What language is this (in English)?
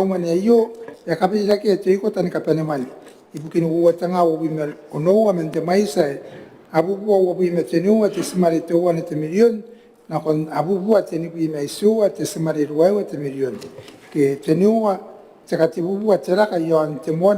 Gilbertese